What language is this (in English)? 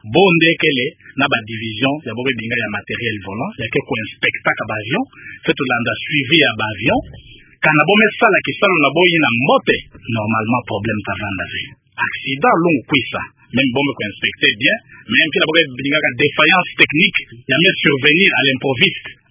Kituba (Democratic Republic of Congo)